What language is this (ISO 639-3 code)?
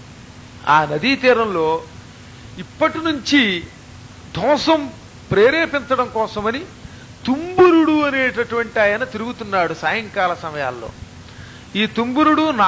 tel